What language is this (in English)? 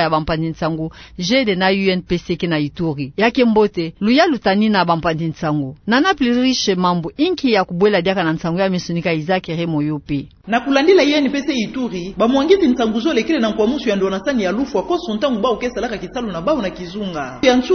Kituba (Democratic Republic of Congo)